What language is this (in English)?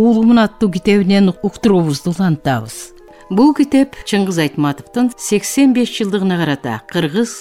Kyrgyz